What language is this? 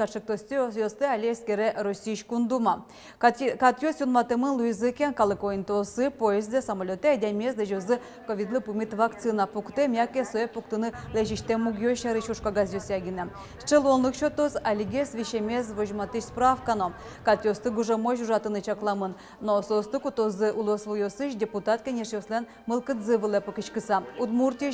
Udmurt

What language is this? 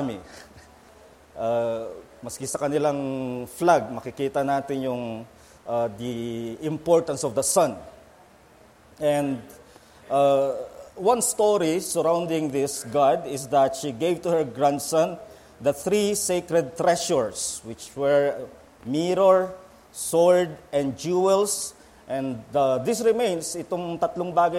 Filipino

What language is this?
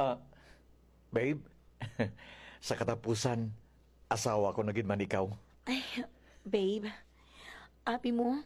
Hiligaynon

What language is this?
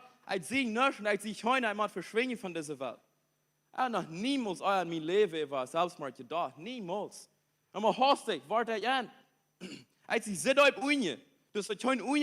Plautdietsch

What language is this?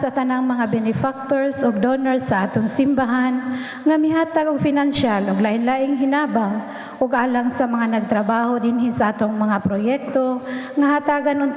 Cebuano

